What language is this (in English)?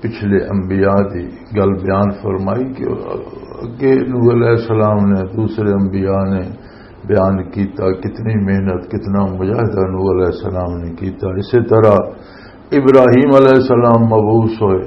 Western Panjabi